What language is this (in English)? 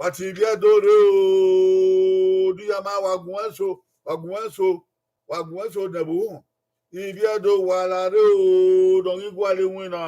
Bini